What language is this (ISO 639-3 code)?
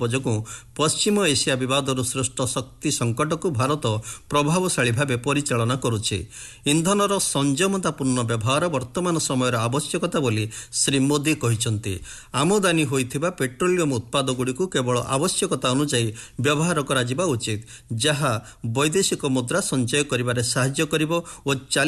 ori